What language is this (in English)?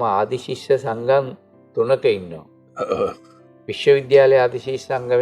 Sinhala